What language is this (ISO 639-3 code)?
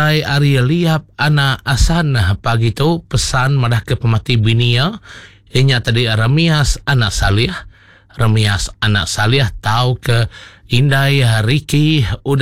iba